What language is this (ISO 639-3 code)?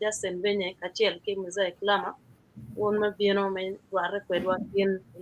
ach